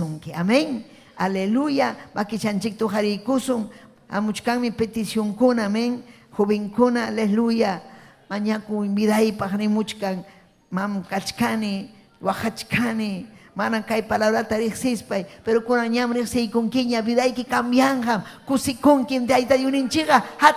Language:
Ayacucho Quechua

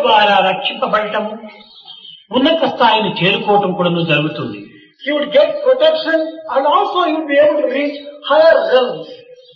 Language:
Telugu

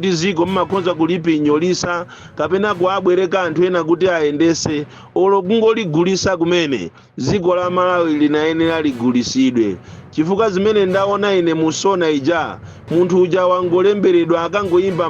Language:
Nyanja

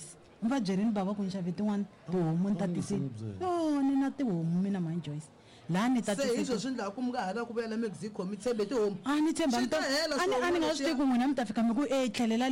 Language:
Tsonga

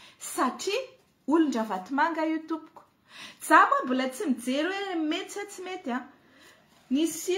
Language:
Malagasy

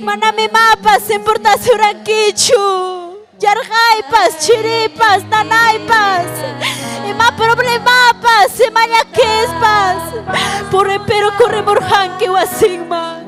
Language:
Ayacucho Quechua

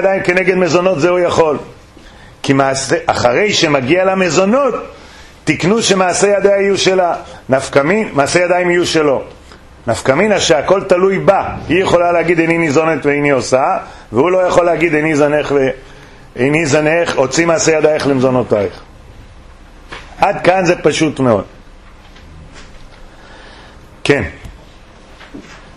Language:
Hebrew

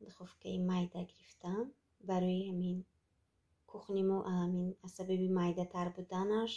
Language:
Tajik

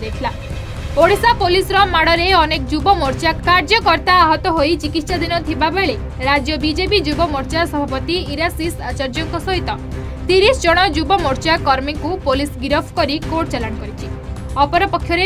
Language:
Odia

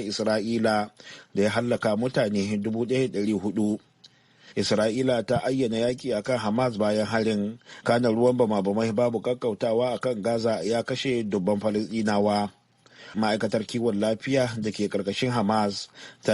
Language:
Hausa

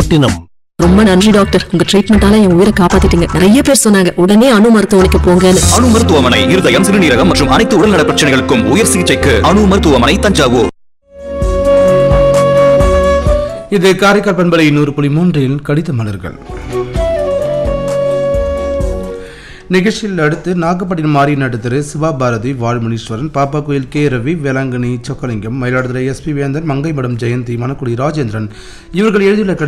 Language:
Tamil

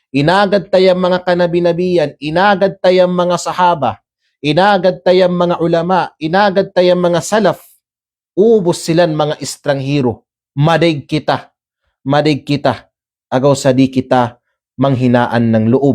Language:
Kalagan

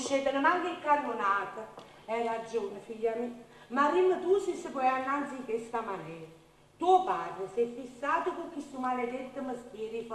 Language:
Neapolitan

